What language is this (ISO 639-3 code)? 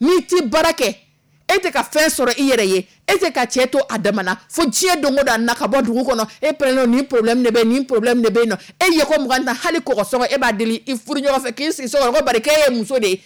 dyu